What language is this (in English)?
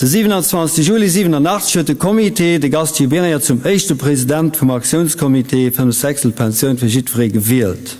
Luxembourgish